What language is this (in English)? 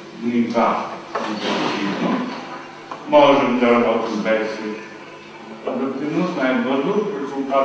Bulgarian